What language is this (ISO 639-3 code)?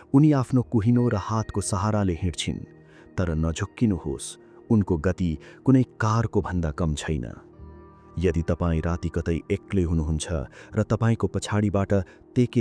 nep